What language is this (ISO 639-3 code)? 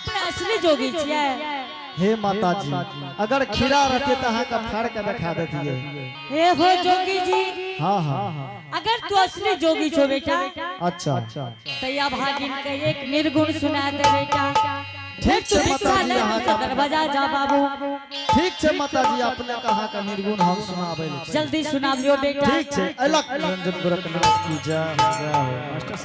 anp